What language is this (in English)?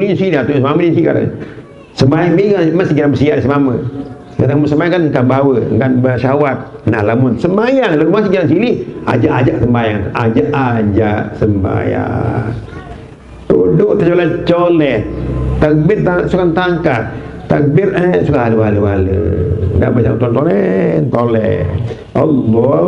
Sasak